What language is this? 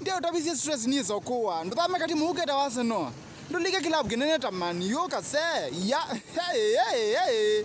Kamba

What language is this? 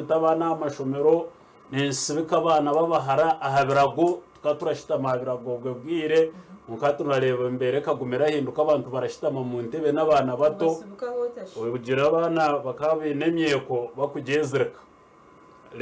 Nyankole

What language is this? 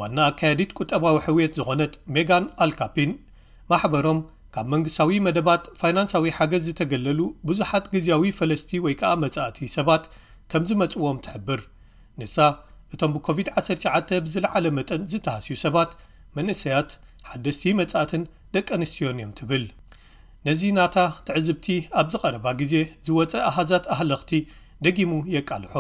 Tigrinya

